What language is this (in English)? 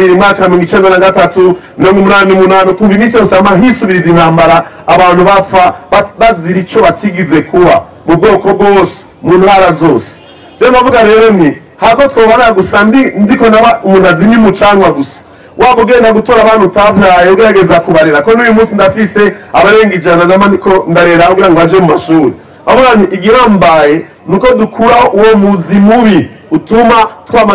Rundi